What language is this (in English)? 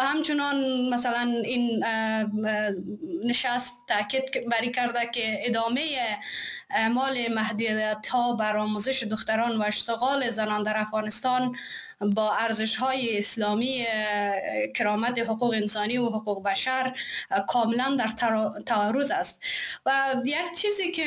Persian